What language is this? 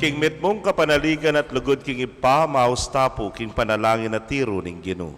Pampanga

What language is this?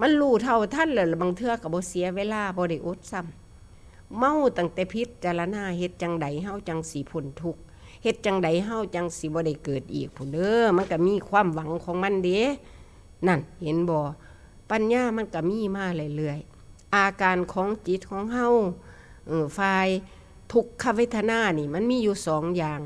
Northeastern Thai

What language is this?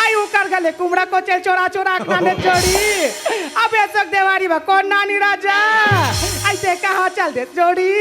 Chhattisgarhi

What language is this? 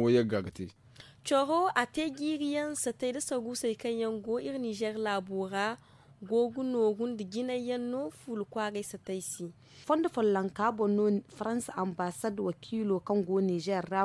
Zarma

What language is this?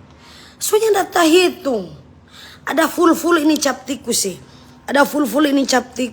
Manado Malay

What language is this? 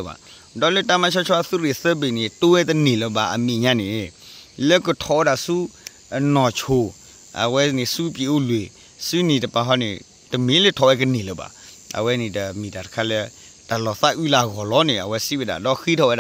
S'gaw Karen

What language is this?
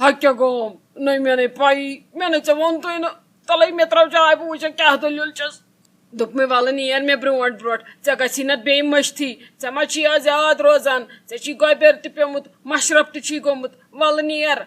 Kashmiri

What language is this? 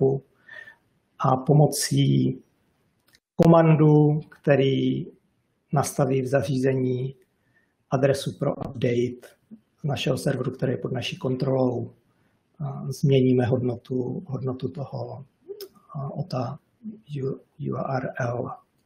Czech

